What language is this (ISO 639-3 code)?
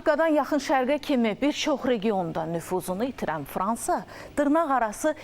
aze